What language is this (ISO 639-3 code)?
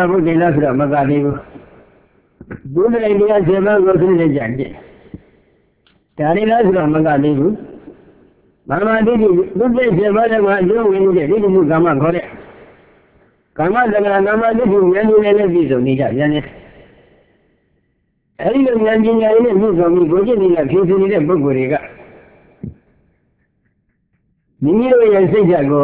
mya